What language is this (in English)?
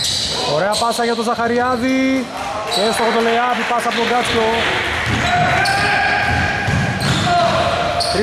Greek